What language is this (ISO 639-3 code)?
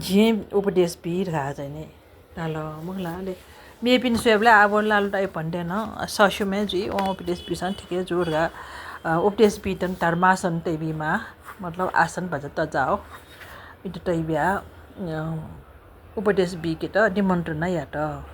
new